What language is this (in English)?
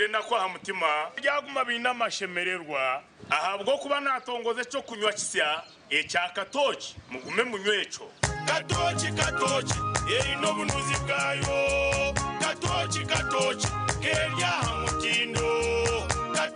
Nyankole